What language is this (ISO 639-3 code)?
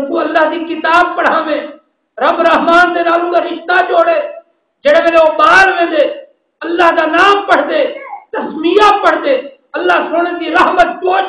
skr